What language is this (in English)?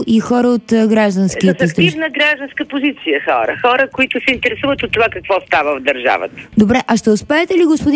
Bulgarian